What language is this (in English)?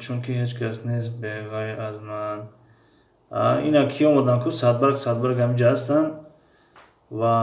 Tajik